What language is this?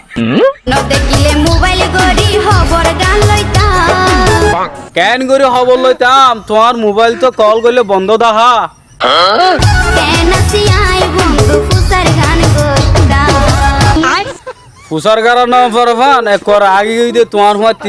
Rohingya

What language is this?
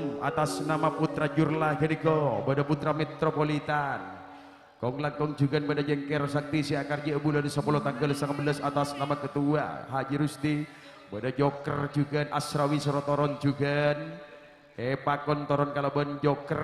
Madurese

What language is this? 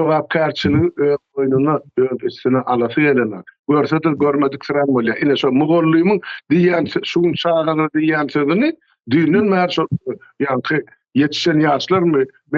Turkmen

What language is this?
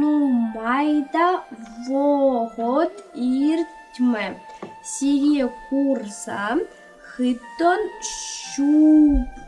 Chuvash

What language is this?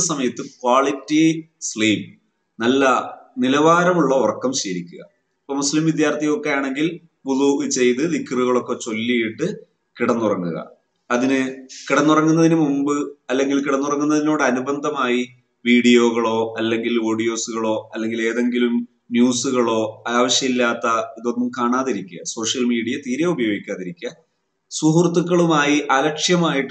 Malayalam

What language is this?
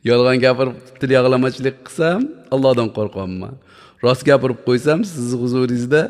Uzbek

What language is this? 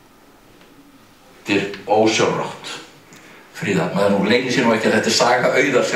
Icelandic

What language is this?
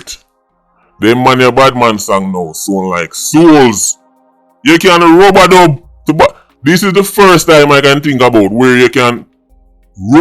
Jamaican Creole English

